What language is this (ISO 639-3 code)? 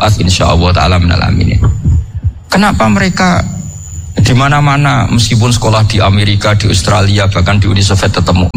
ind